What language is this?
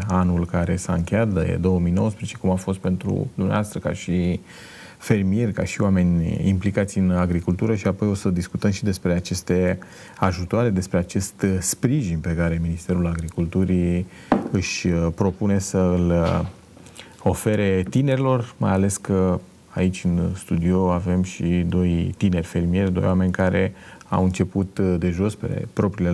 Romanian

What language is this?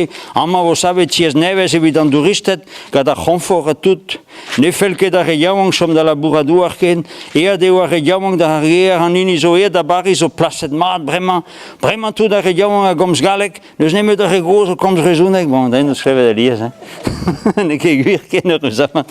Breton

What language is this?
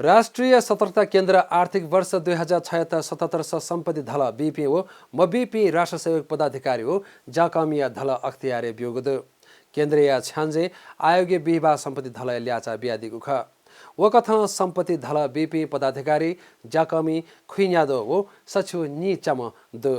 Newari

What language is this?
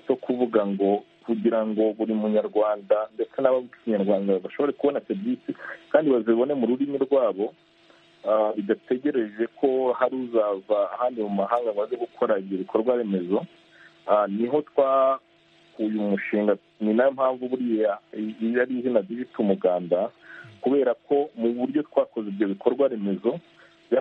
Kinyarwanda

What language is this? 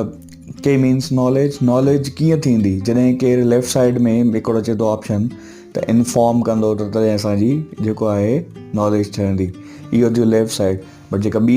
Sindhi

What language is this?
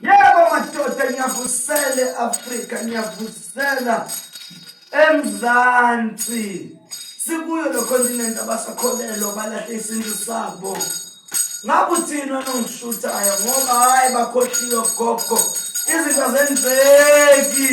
Zulu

